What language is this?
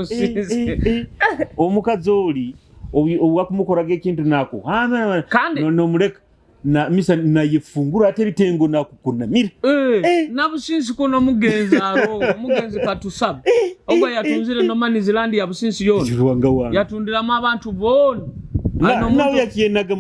Nyoro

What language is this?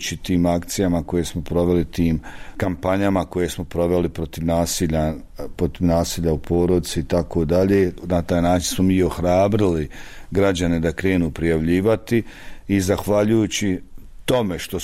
Bosnian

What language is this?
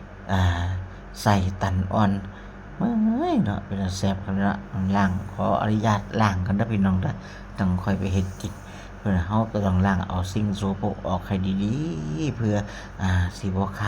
Northeastern Thai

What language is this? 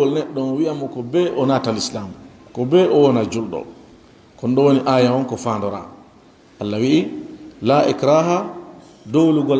Fula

